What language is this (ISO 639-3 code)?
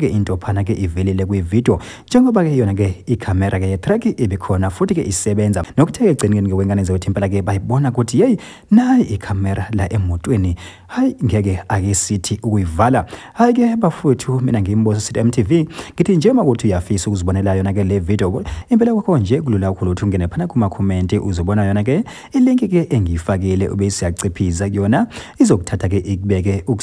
zul